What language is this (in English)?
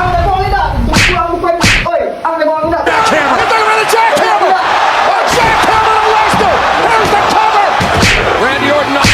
Minangkabau